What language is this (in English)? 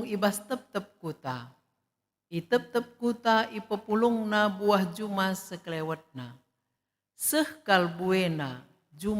Batak Karo